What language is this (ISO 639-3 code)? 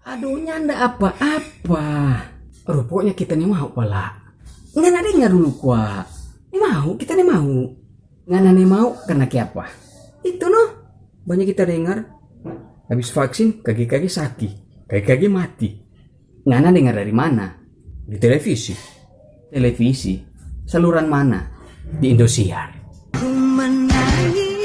xmm